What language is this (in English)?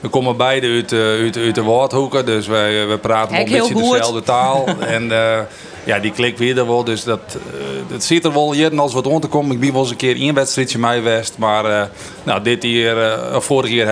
Western Frisian